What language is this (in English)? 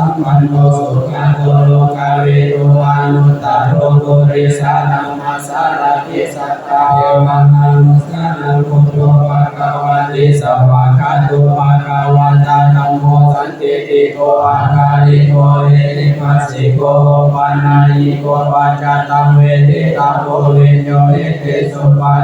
Pali